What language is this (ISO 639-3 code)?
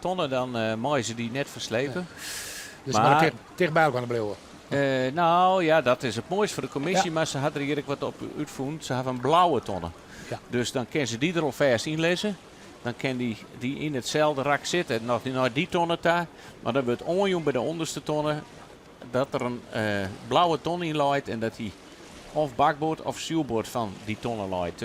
fry